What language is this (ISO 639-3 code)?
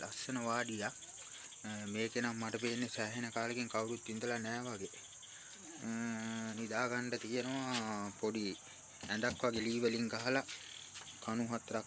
sin